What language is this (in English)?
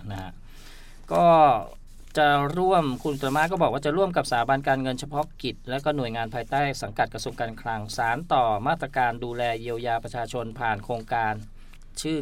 Thai